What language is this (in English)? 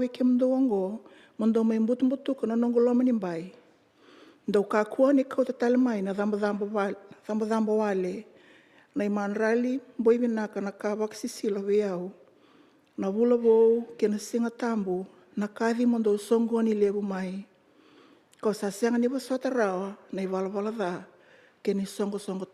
Fijian